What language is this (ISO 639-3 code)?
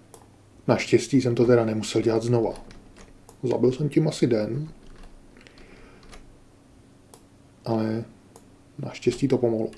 ces